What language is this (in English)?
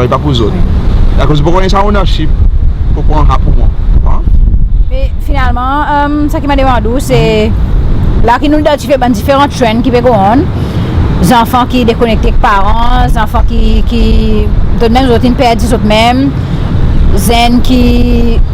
Seselwa Creole French